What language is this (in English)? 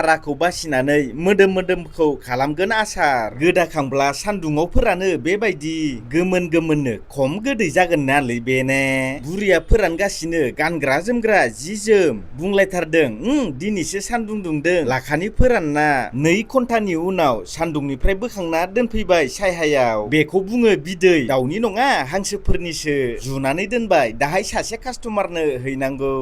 Bodo